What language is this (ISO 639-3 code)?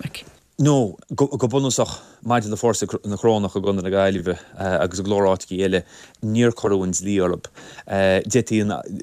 gle